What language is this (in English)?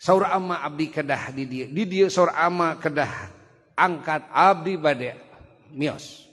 Sundanese